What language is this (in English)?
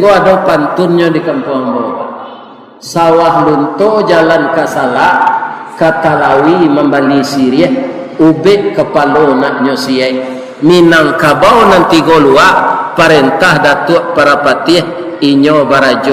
Minangkabau